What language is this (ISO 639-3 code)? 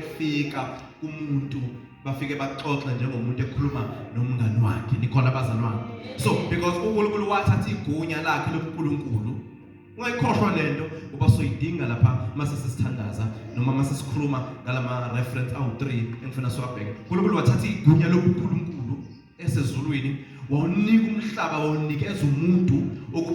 zul